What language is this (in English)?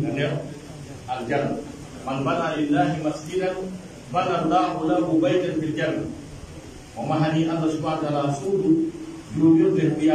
Pular